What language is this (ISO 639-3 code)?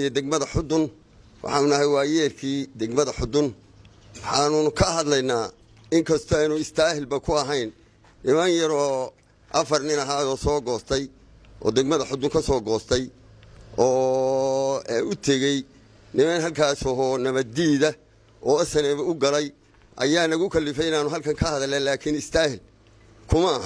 som